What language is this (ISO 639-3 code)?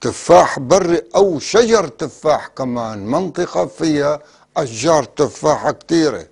apc